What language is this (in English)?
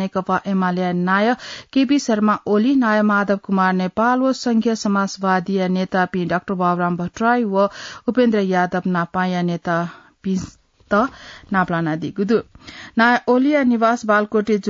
Newari